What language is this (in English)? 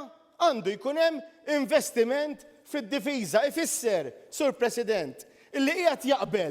Maltese